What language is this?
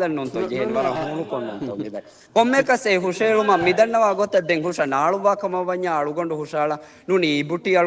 Divehi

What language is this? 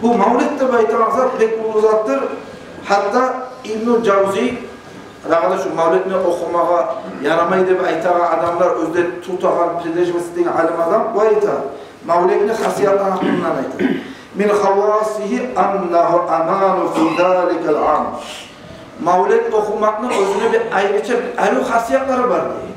Kumyk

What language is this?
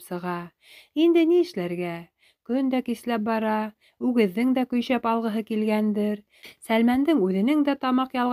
Bashkir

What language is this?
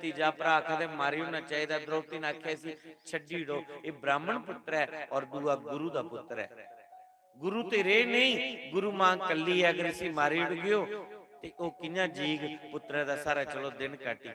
Dogri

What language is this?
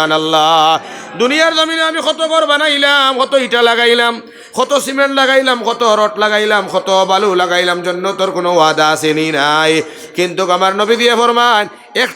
Sylheti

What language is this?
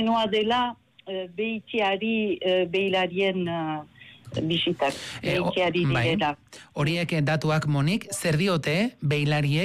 Basque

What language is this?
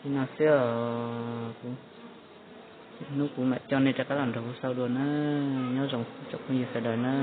Hmong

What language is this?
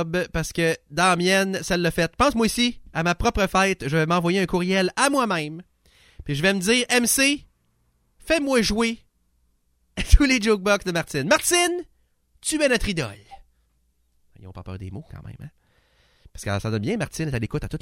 French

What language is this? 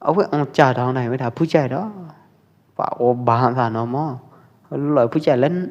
Pwo Eastern Karen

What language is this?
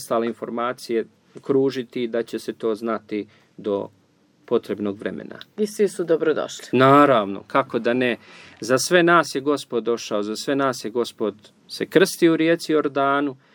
Serbian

